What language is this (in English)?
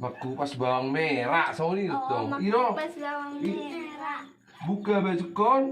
Batak Toba